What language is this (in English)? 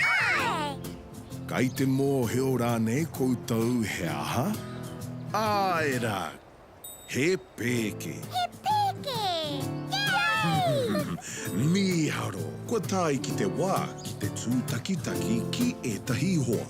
Māori